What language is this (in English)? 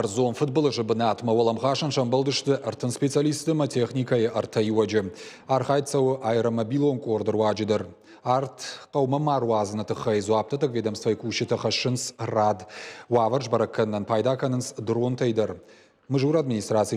Ossetic